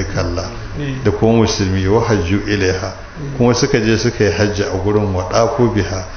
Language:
Hausa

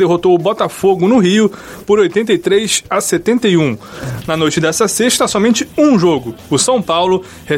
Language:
Portuguese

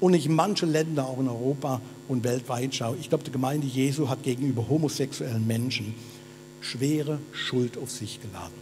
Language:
Swiss German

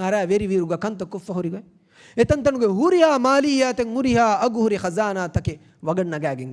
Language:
Divehi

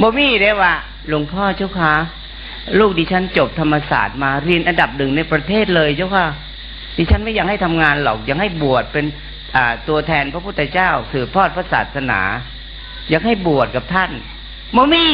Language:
Northeastern Thai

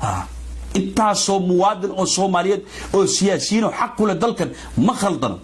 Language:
Somali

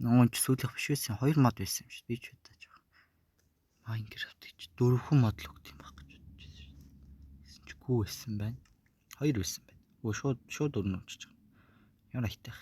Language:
Mongolian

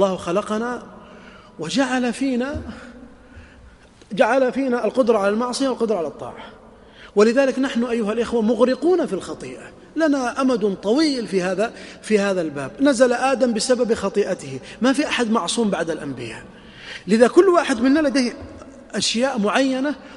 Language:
Arabic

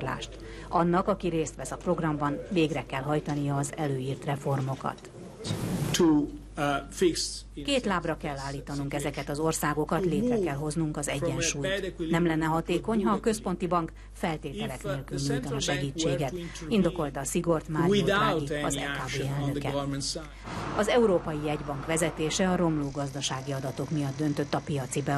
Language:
Hungarian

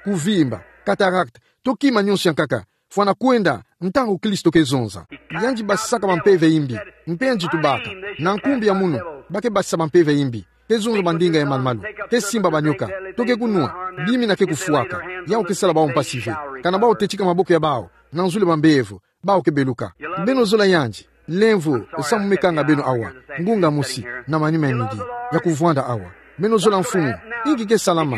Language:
Kituba (Democratic Republic of Congo)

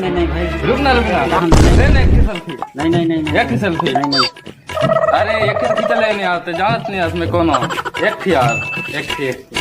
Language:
Chhattisgarhi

